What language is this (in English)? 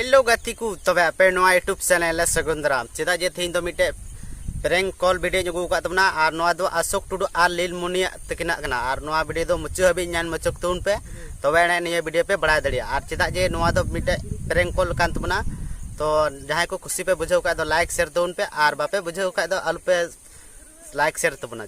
Santali